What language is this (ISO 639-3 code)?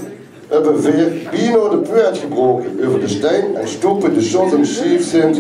lim